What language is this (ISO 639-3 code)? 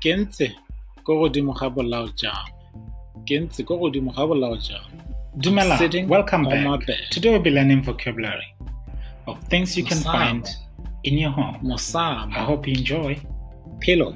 tsn